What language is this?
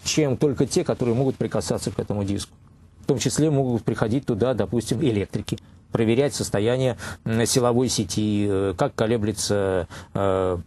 Russian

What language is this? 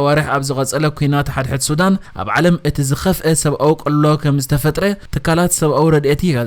Tigrinya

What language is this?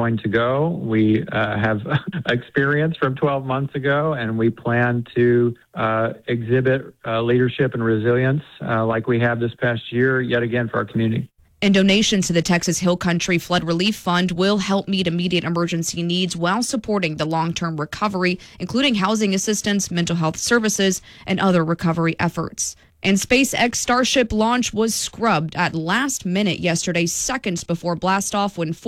English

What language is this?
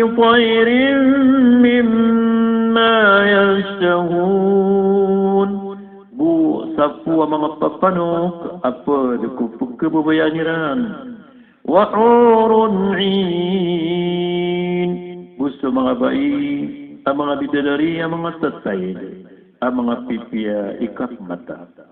Maranao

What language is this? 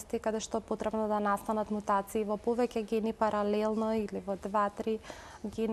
Macedonian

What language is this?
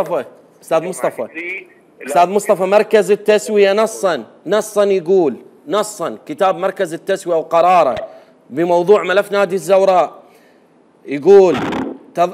Mesopotamian Arabic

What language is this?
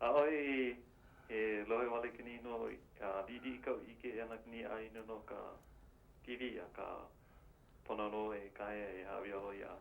Hawaiian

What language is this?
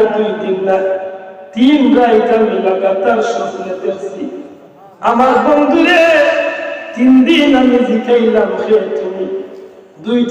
Sylheti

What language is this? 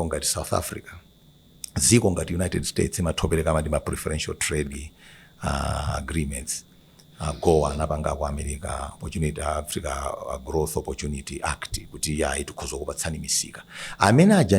Nyanja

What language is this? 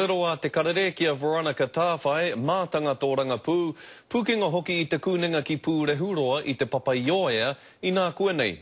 Māori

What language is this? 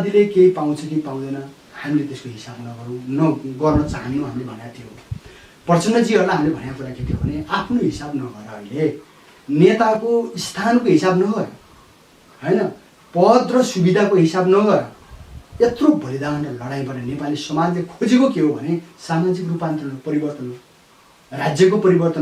Nepali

